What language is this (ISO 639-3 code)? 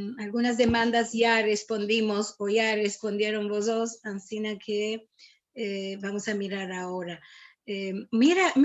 lad